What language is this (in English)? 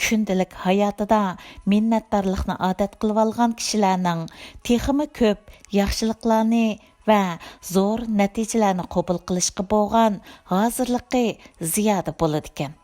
Uyghur